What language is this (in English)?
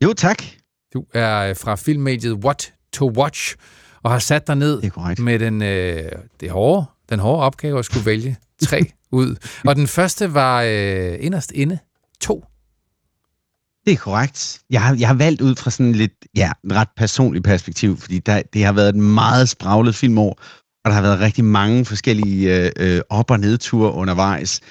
Danish